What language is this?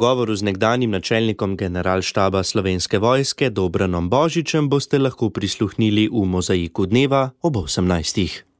Slovenian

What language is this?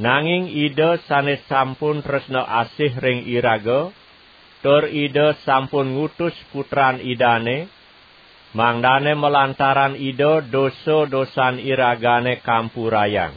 Balinese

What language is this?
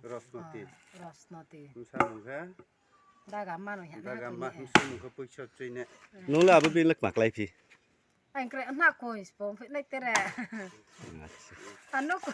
Riang (India)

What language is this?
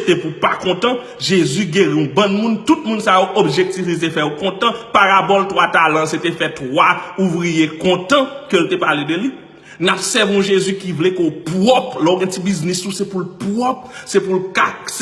Haitian Creole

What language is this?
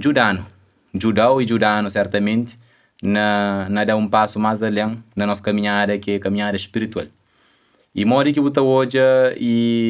Kabuverdianu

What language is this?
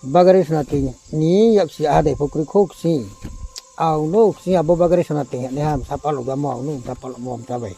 Riang (India)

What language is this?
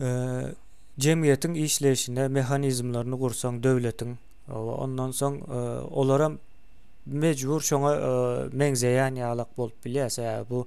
Turkmen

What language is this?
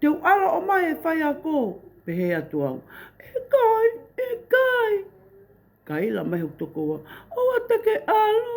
Tongan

